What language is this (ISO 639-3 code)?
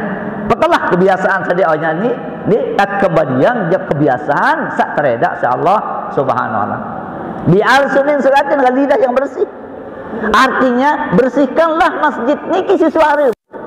sas